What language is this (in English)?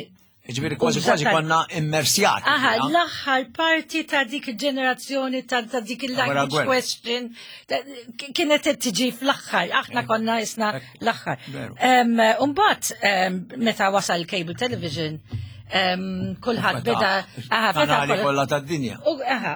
Maltese